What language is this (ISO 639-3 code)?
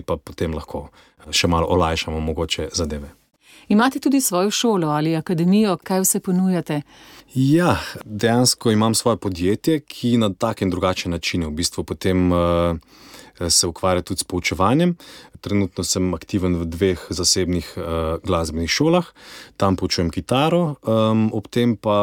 slv